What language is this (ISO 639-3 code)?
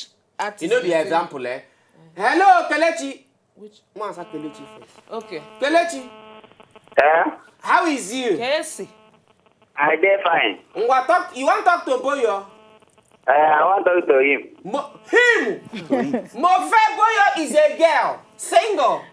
pcm